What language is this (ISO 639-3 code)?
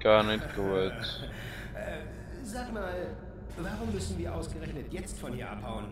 gsw